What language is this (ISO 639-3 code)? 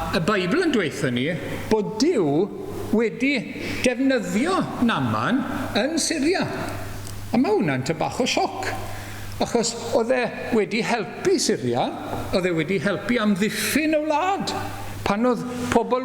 cym